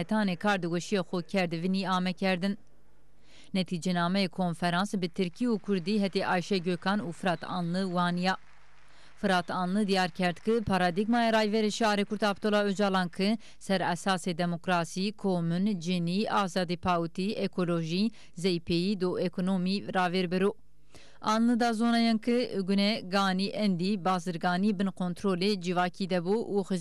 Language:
Zaza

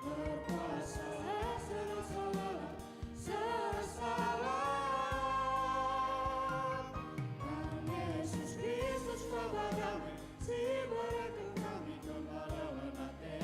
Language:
Batak Karo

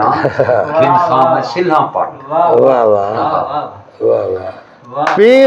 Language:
Saraiki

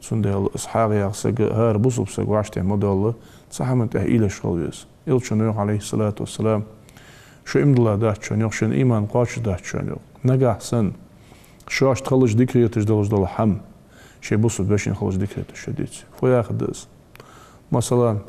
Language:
Ingush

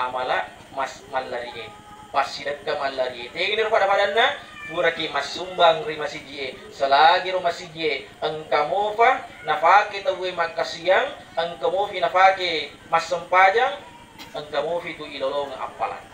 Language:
Buginese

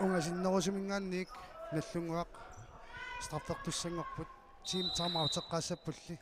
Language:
Kalaallisut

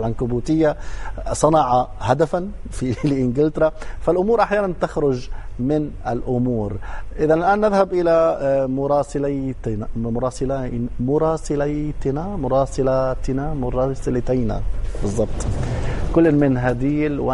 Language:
Arabic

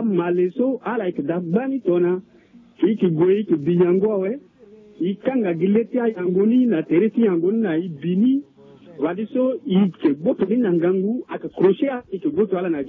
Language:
Sango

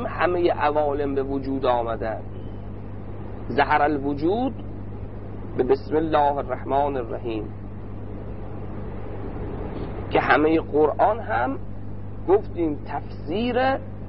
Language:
Persian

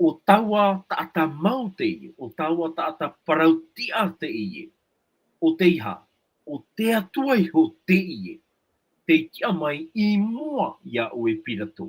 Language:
Tahitian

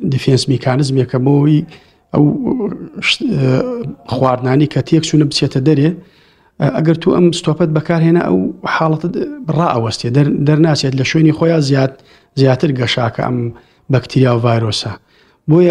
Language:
Central Kurdish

